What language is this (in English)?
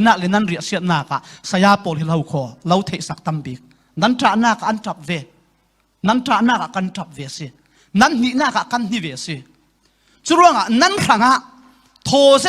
Falam Chin